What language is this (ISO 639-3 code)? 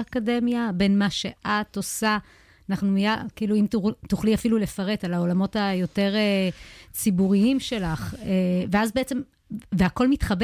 heb